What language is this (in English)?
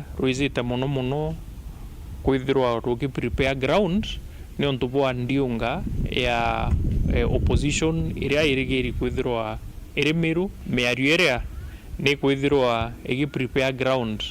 Meru